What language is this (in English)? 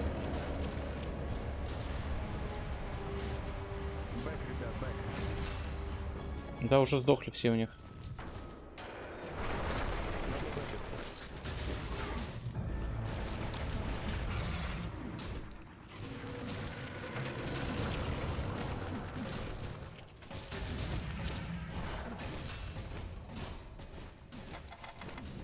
Russian